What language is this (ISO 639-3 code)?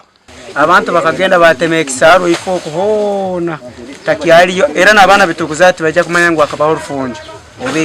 nyn